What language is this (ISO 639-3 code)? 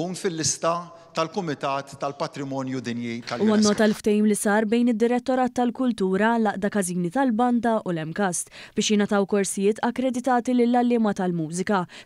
mlt